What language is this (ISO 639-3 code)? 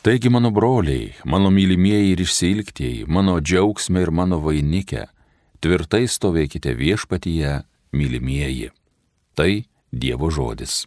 lit